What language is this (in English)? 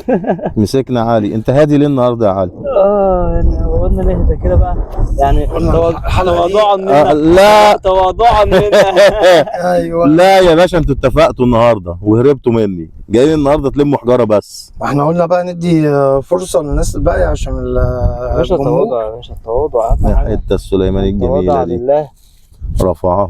Egyptian Arabic